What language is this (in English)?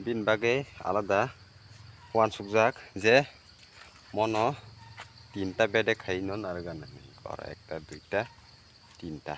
Kok Borok